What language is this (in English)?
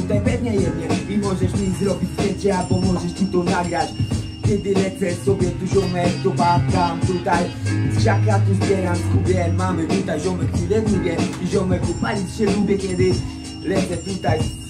Polish